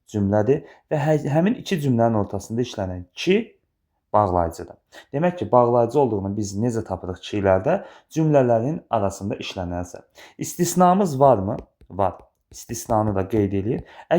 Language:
Azerbaijani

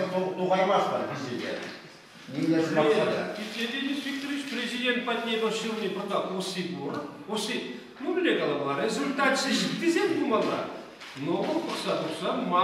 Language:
Chuvash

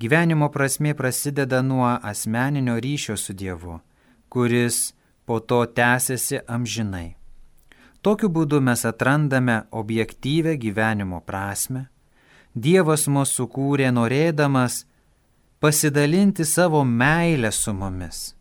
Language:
Lithuanian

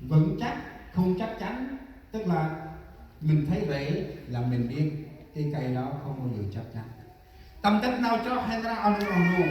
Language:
Central Mnong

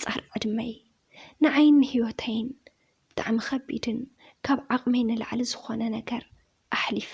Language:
Tigrinya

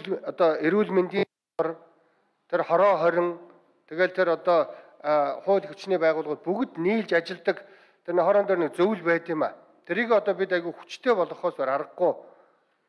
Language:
Mongolian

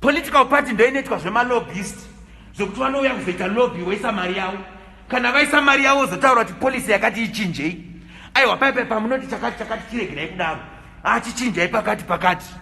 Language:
Shona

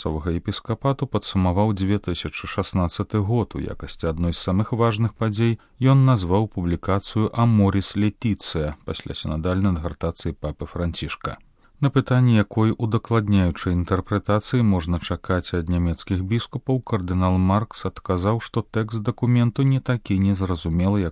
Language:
Belarusian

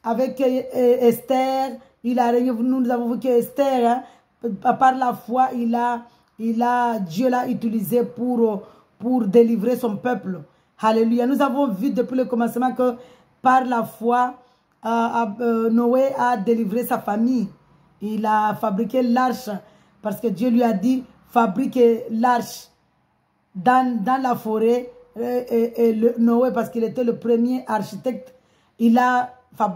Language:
French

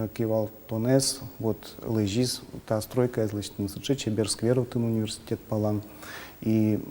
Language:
Udmurt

